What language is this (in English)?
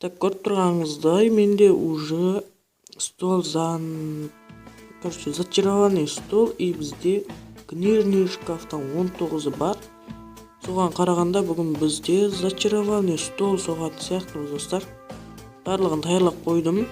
Kara-Kalpak